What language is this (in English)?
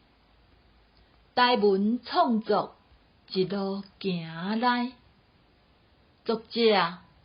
Min Nan Chinese